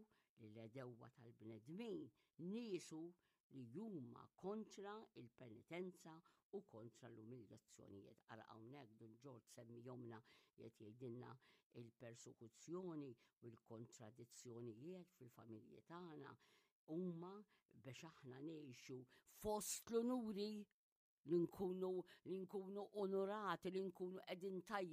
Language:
Maltese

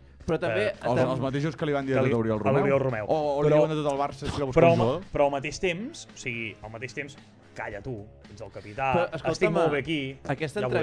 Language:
Catalan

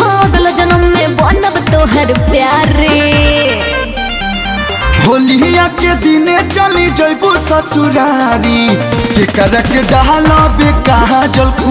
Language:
Bhojpuri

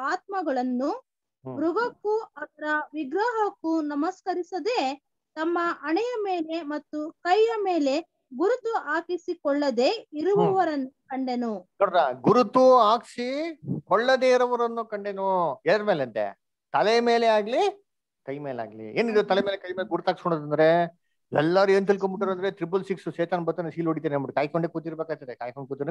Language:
Kannada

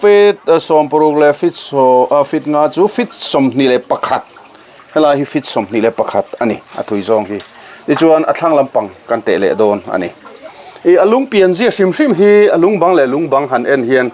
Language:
Mizo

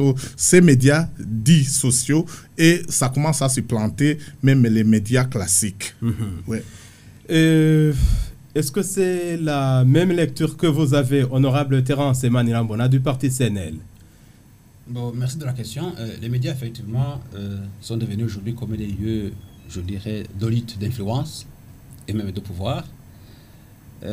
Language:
French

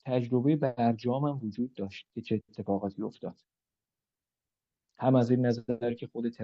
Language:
Persian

